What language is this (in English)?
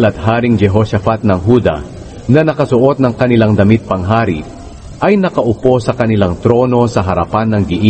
Filipino